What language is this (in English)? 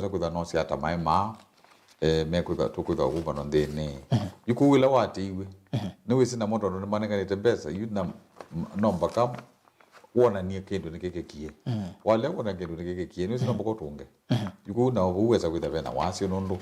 Kamba